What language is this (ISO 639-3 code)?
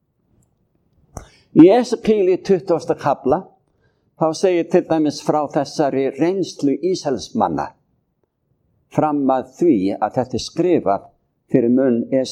isl